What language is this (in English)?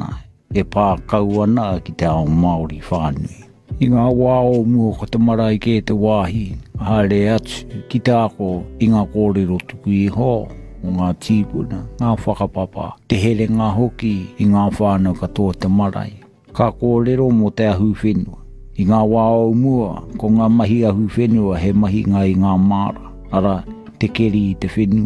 Māori